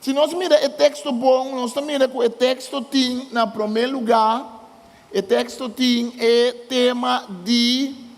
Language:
Papiamento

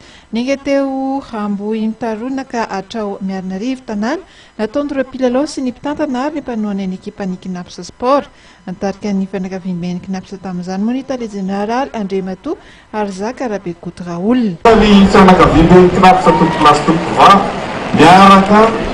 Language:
Malagasy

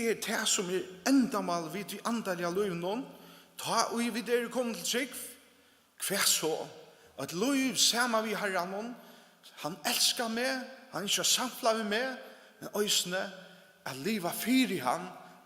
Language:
Faroese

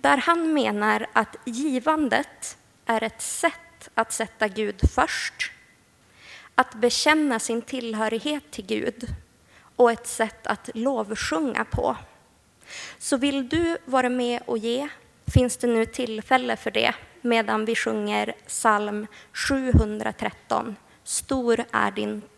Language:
Swedish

